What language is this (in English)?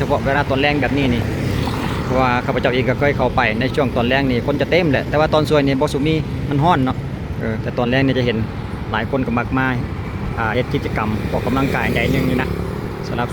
Lao